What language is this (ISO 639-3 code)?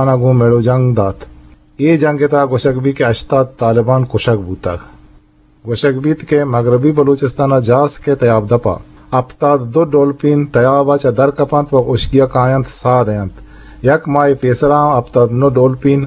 bgp